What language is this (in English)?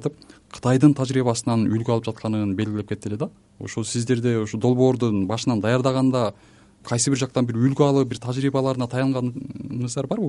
Kyrgyz